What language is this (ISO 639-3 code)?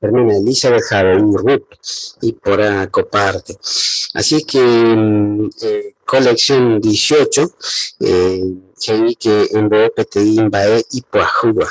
grn